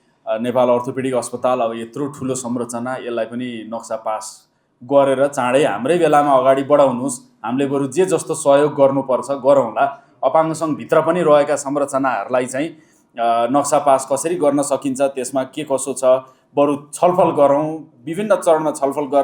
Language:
Nepali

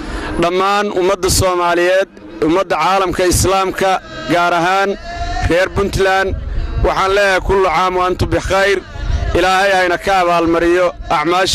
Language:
Somali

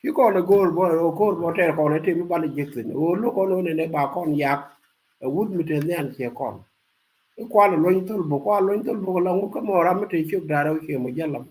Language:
Nuer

